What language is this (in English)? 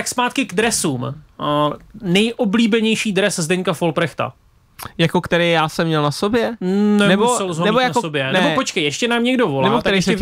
Czech